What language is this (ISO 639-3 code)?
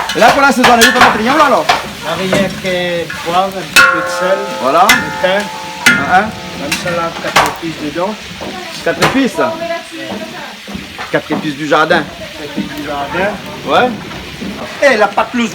rcf